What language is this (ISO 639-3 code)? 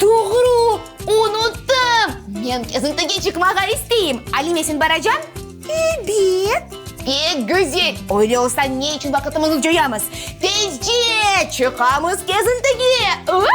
crh